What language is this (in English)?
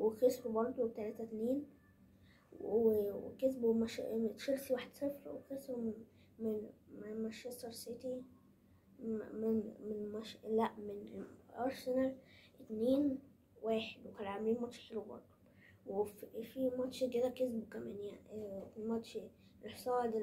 Egyptian Arabic